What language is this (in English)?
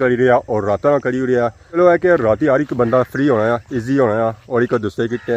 Pahari-Potwari